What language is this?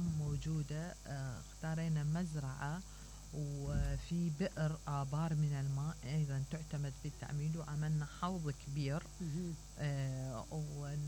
Mesopotamian Arabic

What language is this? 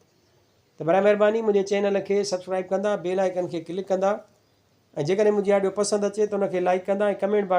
Sindhi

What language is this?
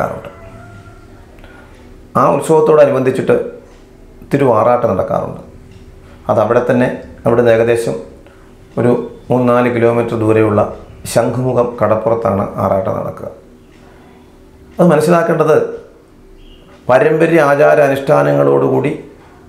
Malayalam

